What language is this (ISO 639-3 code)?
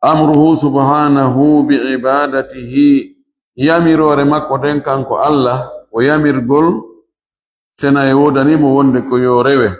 ful